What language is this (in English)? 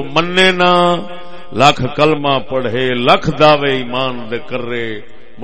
Saraiki